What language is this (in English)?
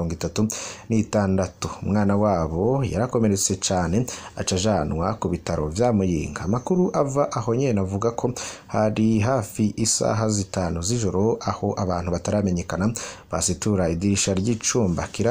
Rundi